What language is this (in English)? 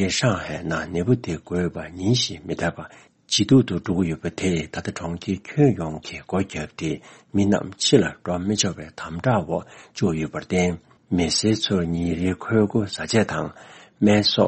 Tibetan